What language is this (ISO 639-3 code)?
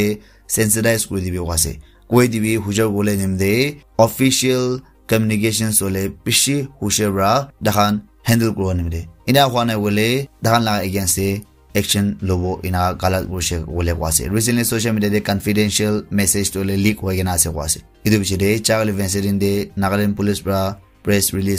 nag